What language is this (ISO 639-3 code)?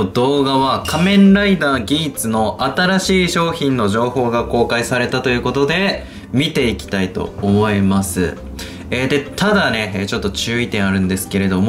jpn